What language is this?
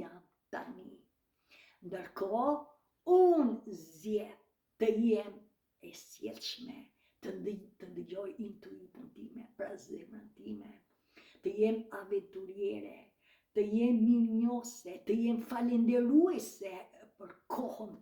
Albanian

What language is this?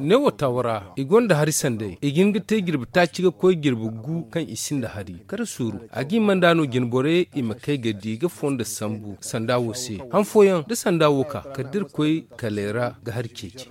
Zarma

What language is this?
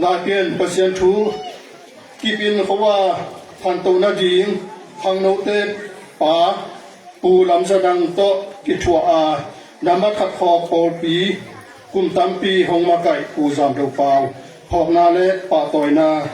Tedim Chin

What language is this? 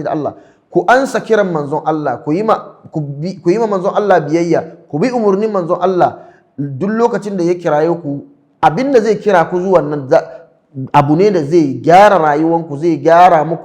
Hausa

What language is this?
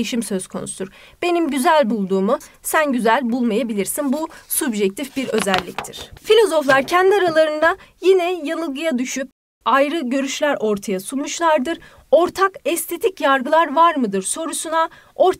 Turkish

